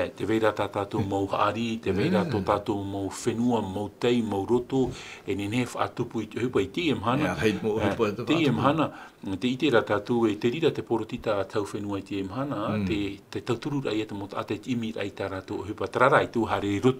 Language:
Tahitian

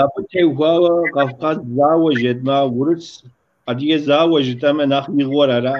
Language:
Kabardian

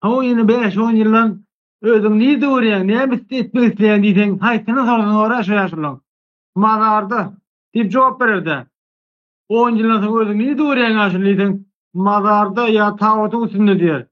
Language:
Turkmen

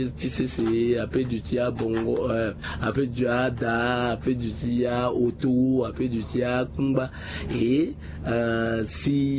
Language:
Sango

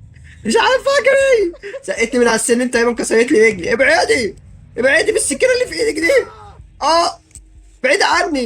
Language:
Egyptian Arabic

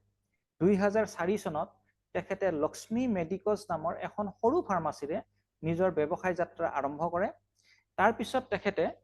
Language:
Assamese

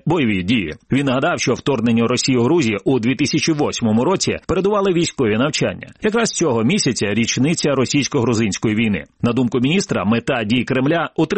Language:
Ukrainian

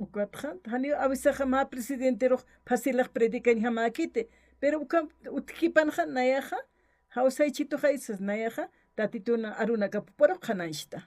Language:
Aymara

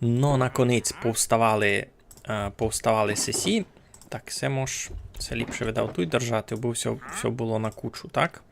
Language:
Rusyn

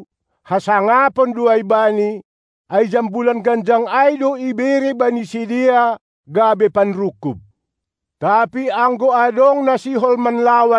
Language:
Batak Simalungun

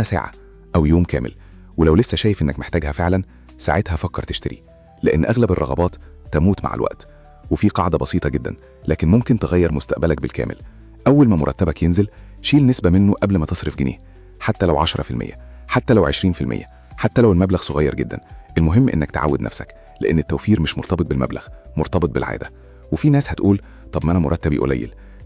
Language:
Egyptian Arabic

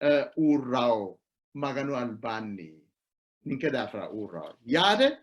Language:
Sidamo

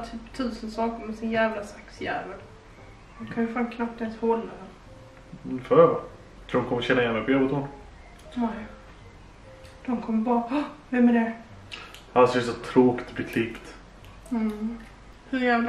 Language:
Swedish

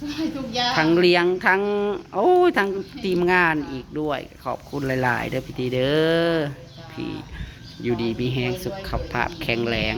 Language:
Northeastern Thai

